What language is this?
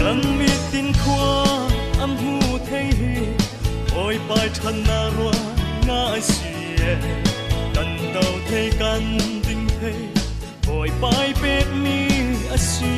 Falam Chin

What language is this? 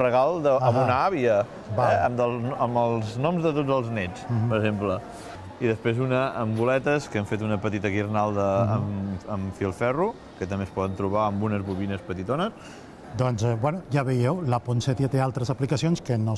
Catalan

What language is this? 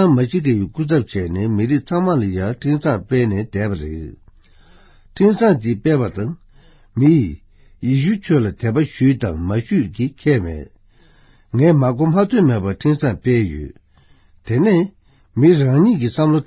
Tibetan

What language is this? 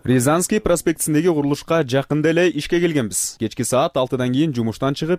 Kyrgyz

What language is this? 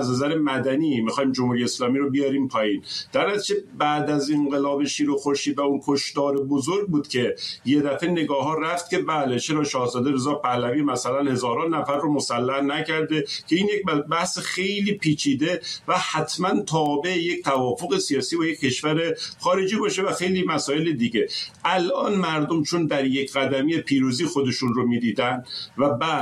Persian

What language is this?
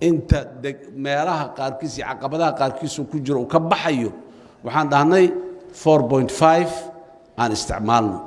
Somali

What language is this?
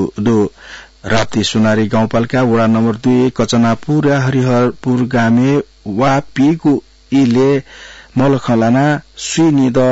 Newari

